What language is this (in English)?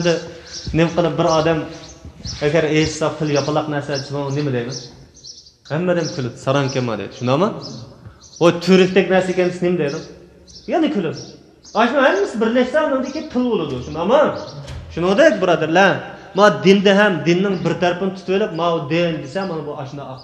Uyghur